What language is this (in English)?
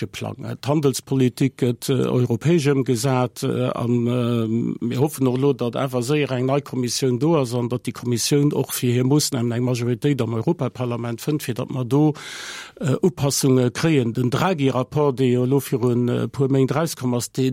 Luxembourgish